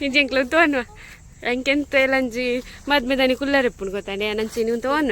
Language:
Tulu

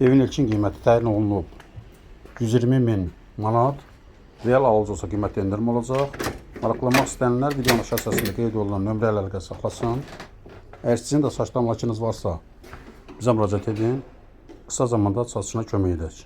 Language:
Azerbaijani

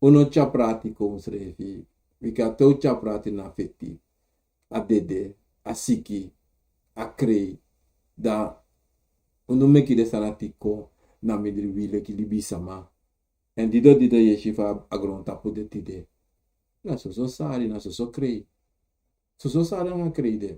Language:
Sranan Tongo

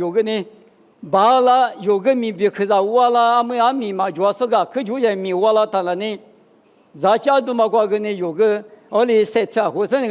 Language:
Lisu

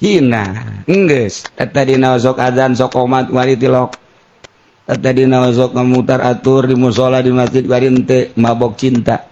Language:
Sundanese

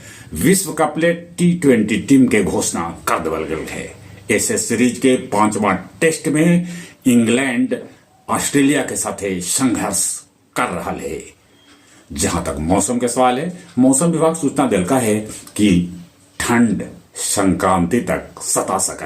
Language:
Magahi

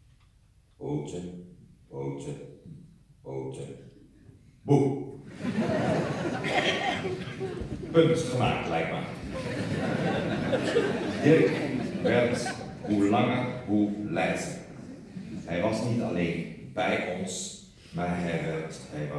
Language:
Dutch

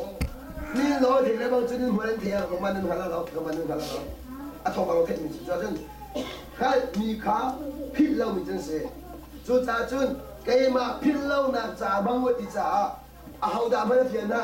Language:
Hakha Chin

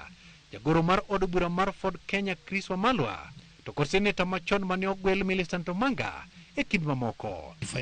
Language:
Luo (Kenya and Tanzania)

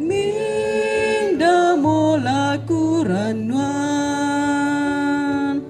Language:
Toraja-Sa'dan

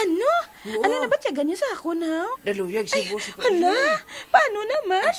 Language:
Hiligaynon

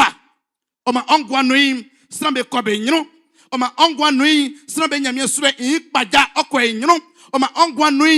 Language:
Baoulé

